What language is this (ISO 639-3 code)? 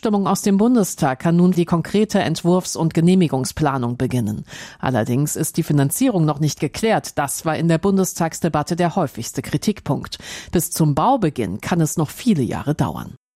deu